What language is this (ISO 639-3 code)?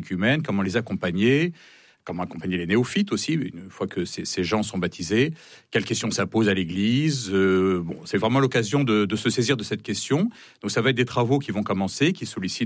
fra